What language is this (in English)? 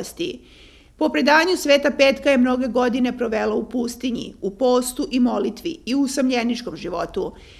Serbian